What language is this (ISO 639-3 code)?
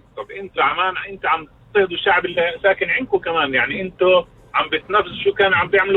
apc